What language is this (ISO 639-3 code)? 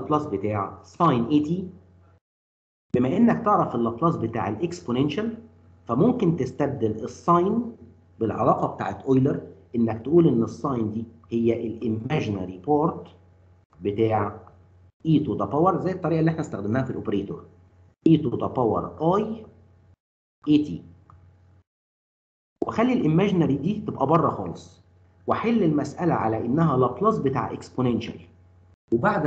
arz